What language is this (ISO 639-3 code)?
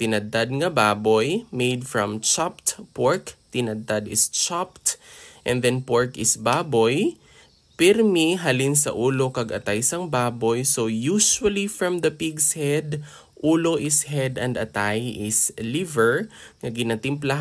hil